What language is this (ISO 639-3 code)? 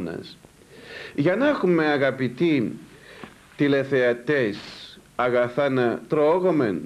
ell